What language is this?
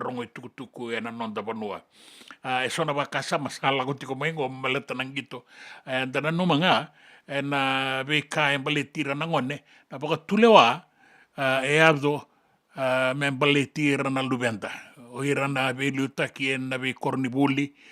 Fijian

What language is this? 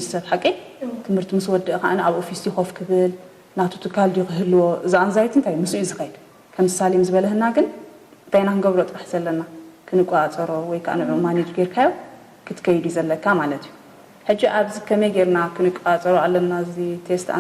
Tigrinya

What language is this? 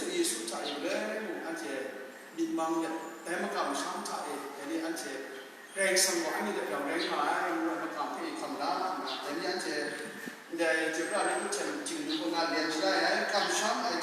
Kachin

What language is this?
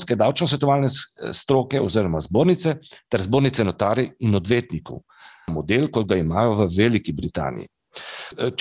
Slovenian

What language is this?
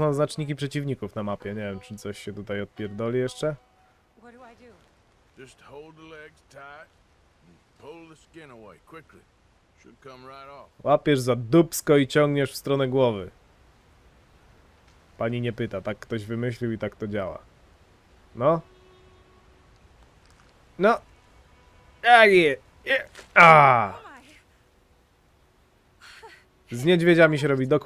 Polish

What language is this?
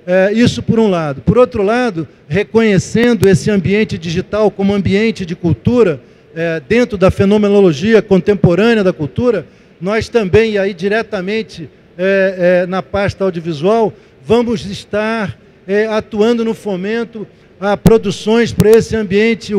Portuguese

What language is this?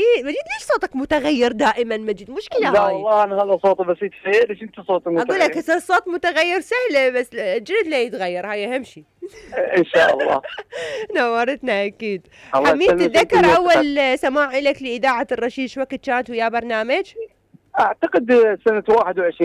Mesopotamian Arabic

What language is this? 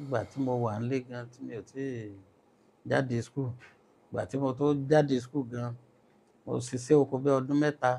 Yoruba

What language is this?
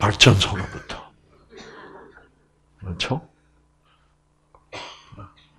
Korean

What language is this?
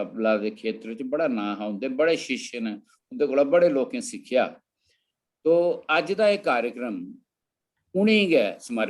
Dogri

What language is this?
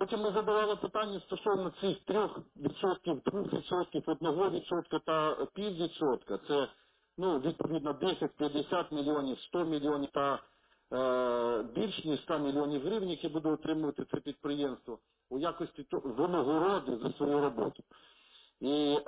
Ukrainian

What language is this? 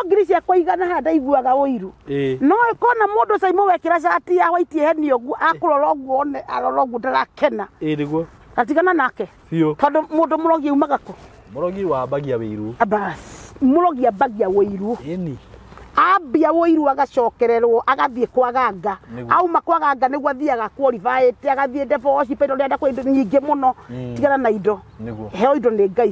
Kikuyu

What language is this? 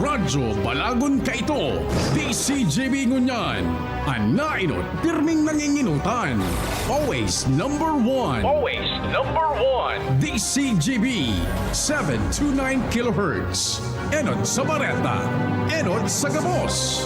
Bikol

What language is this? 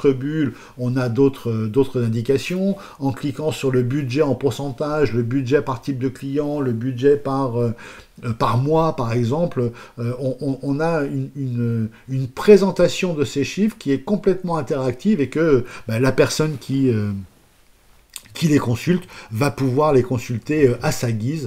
French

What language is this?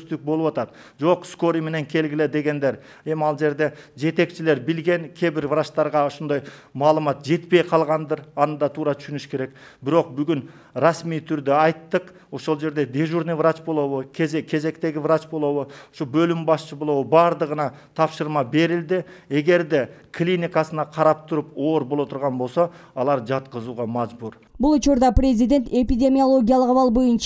Kyrgyz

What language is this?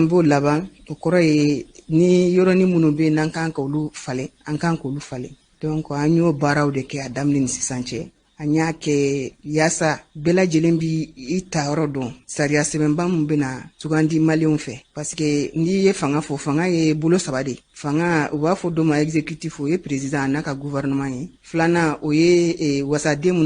Bambara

